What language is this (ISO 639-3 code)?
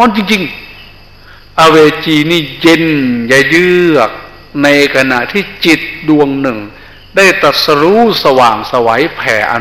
tha